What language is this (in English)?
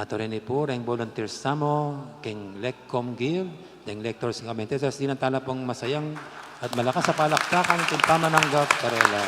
Pampanga